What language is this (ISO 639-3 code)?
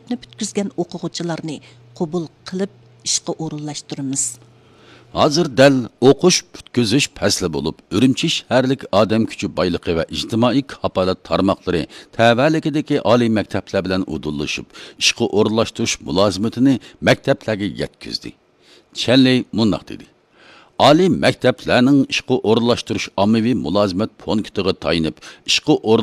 uig